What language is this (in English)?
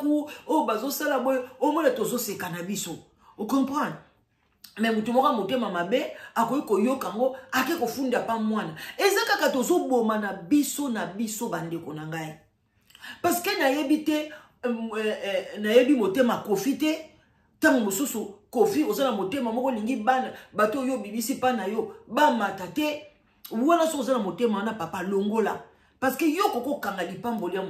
Lingala